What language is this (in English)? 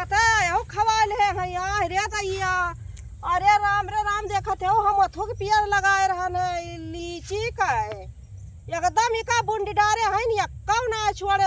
Awadhi